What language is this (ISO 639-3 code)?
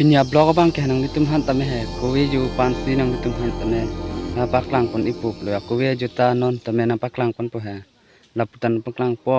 mjw